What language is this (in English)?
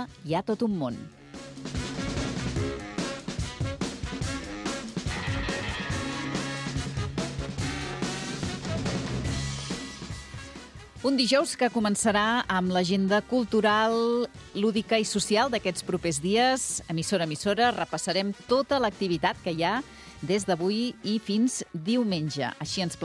Catalan